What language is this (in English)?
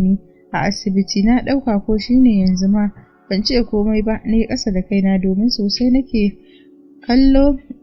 Hausa